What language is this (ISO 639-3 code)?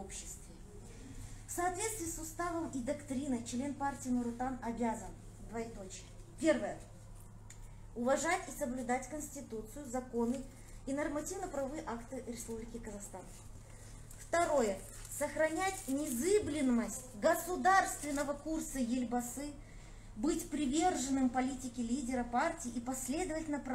rus